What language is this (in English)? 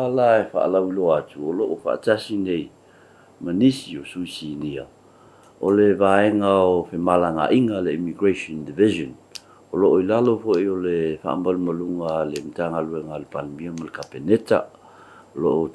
Samoan